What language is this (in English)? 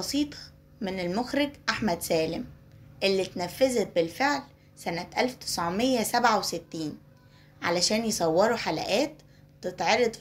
Egyptian Arabic